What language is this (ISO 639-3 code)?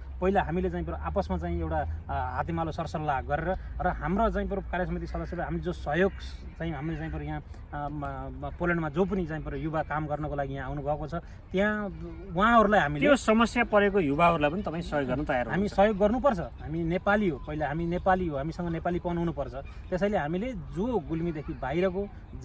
nep